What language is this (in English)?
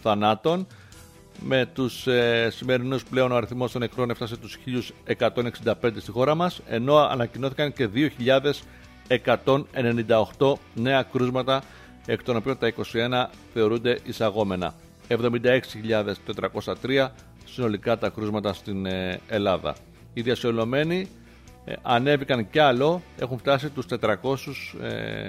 Greek